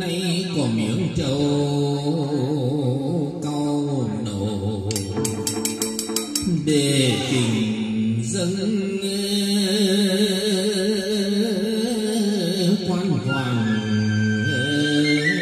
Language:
Vietnamese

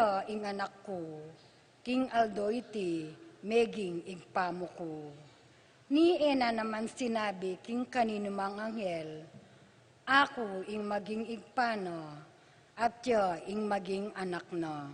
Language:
Pampanga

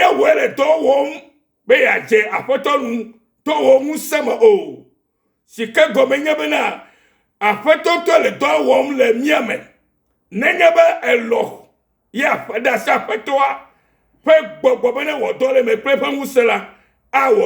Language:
Ewe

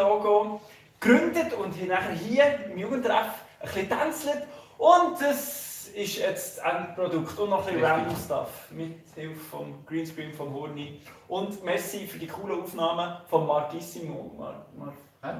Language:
Swiss German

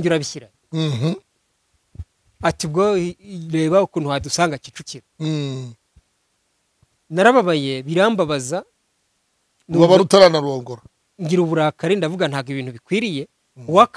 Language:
Kinyarwanda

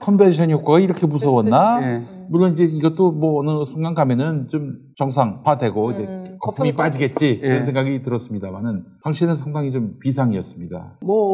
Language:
Korean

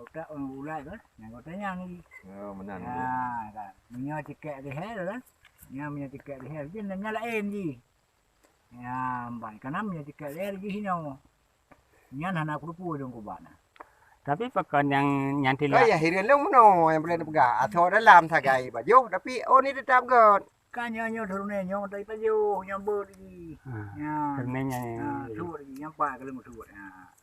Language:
Achinese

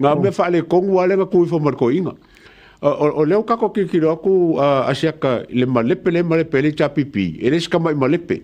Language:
Samoan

